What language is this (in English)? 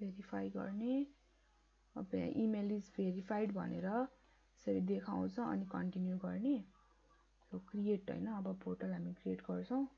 Nepali